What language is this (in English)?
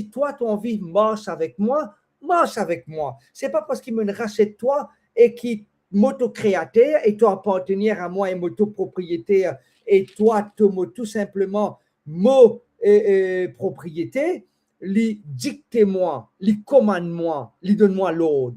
Morisyen